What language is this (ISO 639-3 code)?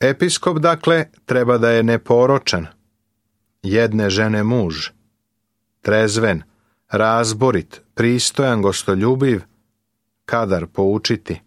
srp